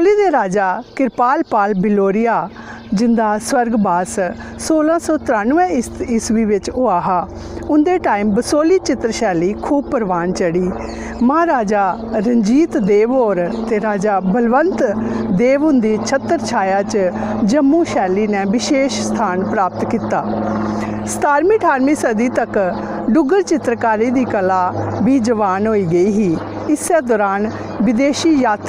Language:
Dogri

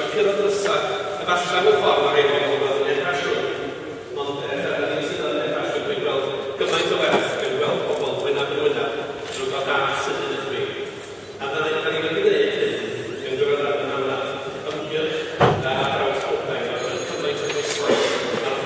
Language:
Welsh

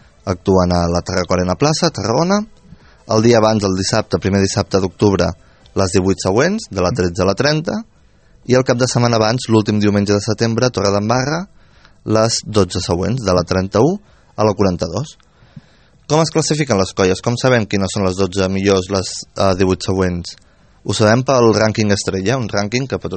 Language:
Catalan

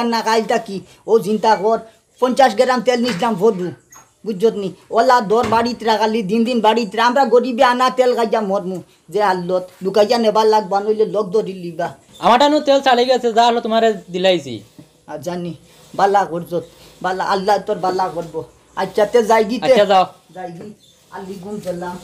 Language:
Sylheti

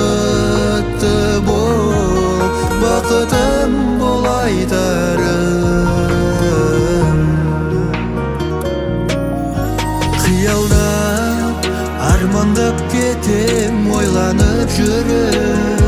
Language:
Kazakh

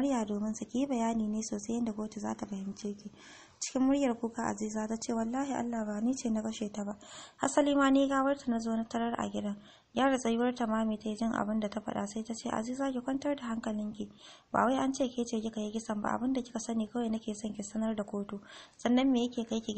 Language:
Hausa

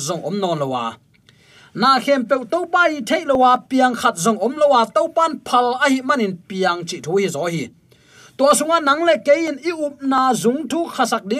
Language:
Tedim Chin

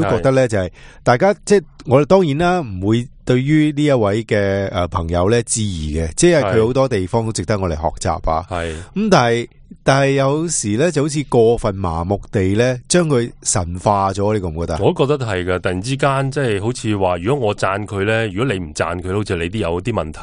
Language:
Cantonese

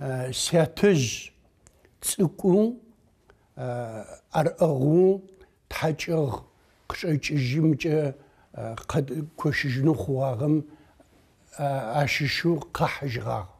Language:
Adyghe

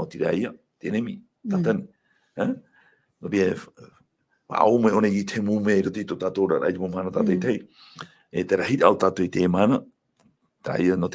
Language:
Tahitian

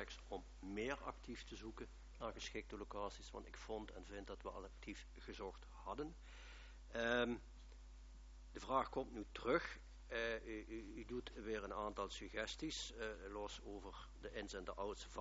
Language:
Dutch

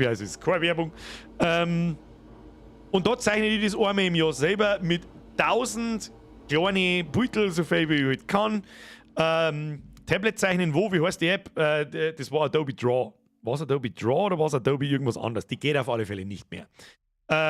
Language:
Bavarian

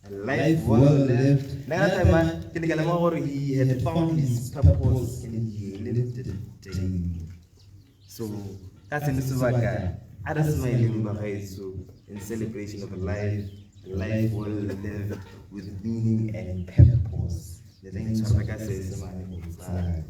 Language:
Tswana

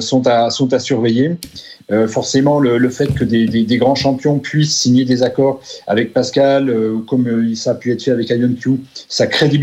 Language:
French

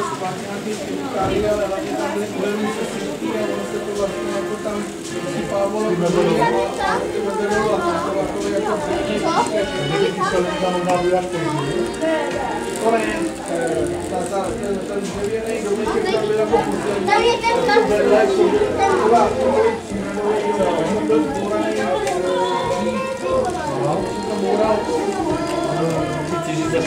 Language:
Czech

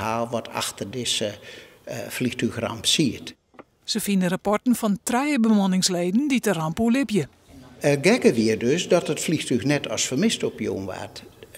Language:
Western Frisian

